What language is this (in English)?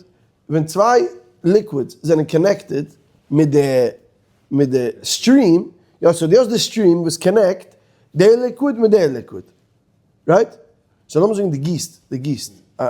Yiddish